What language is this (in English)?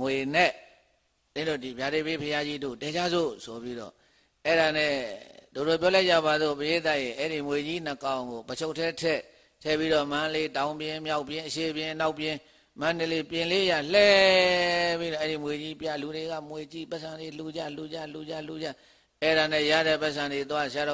Burmese